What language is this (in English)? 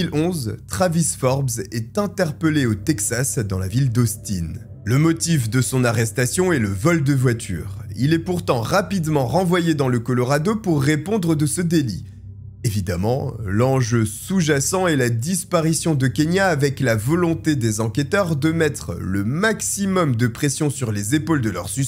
French